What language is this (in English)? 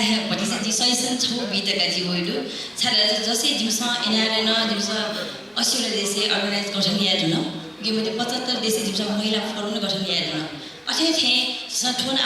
Newari